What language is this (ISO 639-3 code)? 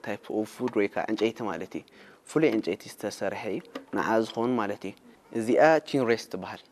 tir